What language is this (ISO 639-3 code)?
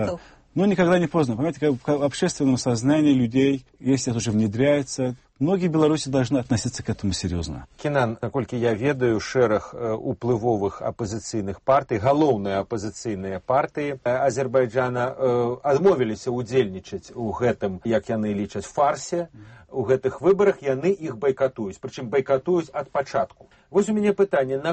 bel